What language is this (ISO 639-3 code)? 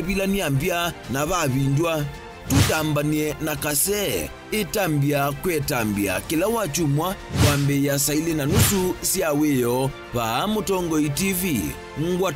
kam